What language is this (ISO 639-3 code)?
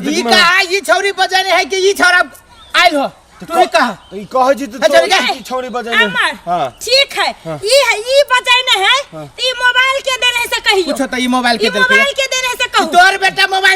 mai